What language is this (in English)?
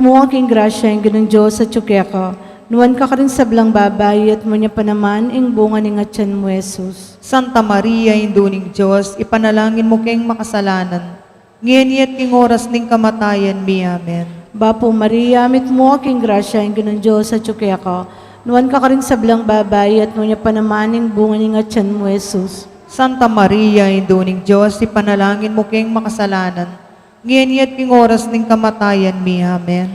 Pampanga